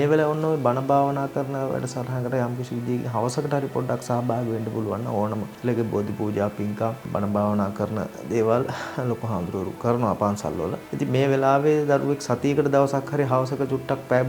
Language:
Sinhala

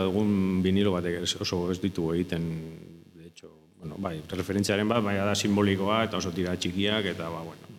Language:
Basque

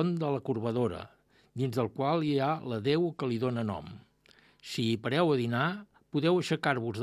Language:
Catalan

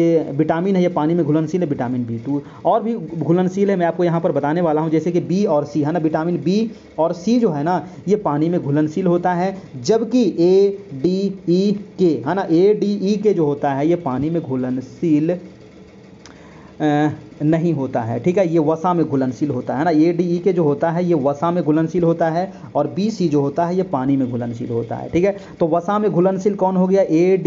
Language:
Hindi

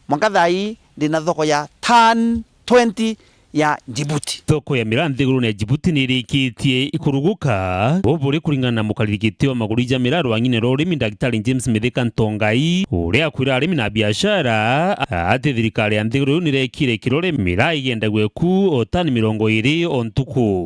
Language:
Meru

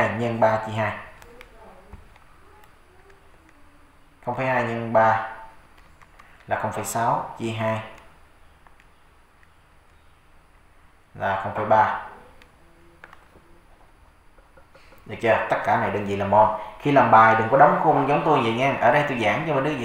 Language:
Vietnamese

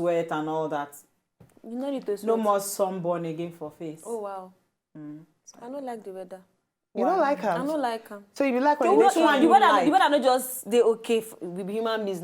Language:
Nigerian Pidgin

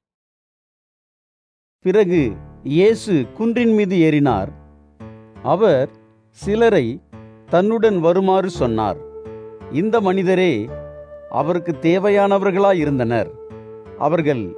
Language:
Tamil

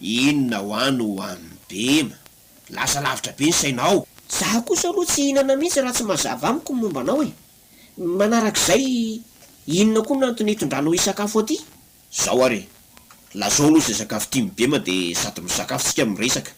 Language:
Malagasy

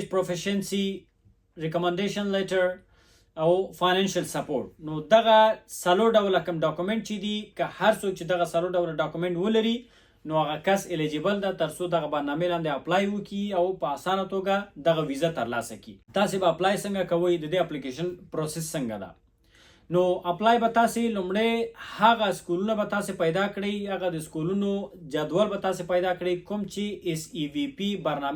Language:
Pashto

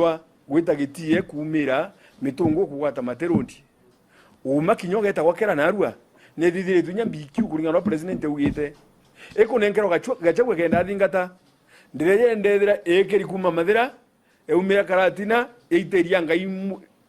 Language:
Meru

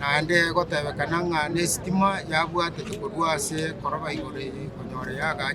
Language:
Gusii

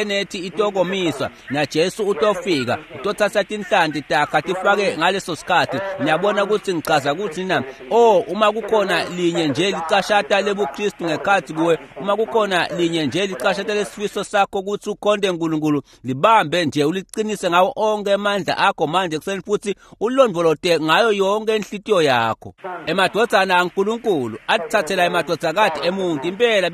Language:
Swati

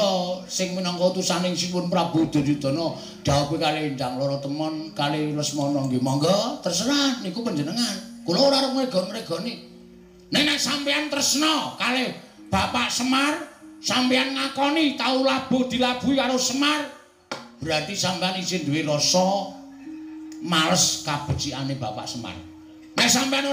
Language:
Javanese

